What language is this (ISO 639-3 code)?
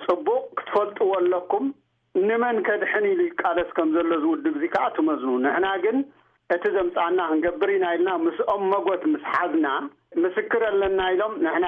tir